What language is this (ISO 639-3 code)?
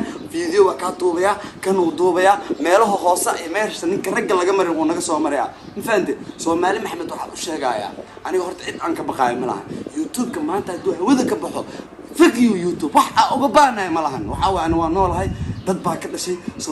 som